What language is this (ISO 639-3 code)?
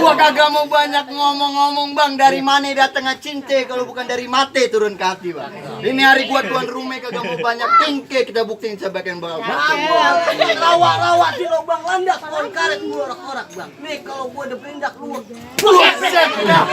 bew